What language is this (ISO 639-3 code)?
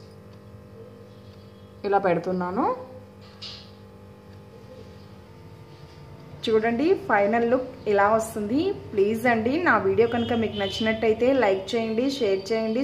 tel